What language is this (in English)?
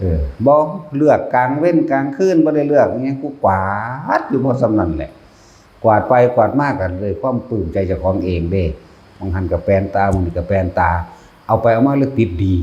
Northeastern Thai